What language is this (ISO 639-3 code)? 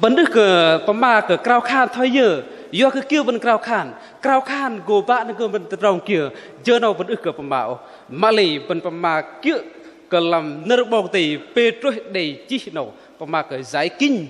bdq